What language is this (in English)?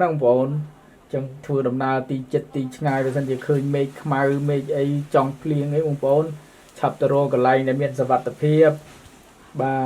Khmer